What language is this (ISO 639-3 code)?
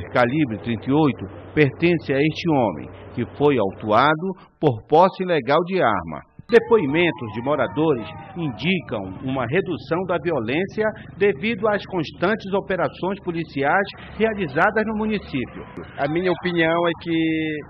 por